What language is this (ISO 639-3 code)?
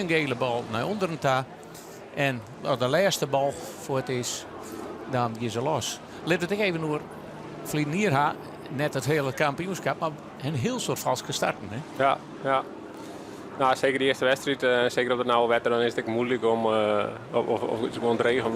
fry